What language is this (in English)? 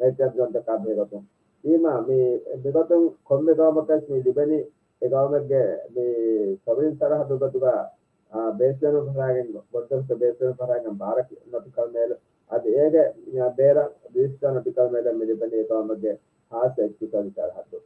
Divehi